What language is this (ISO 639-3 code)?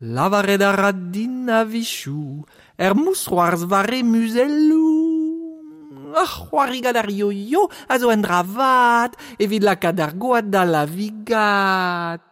bre